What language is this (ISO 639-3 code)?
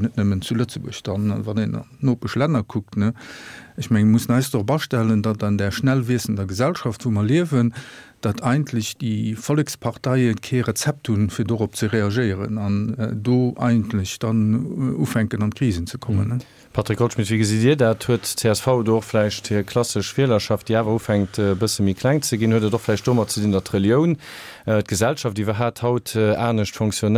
ltz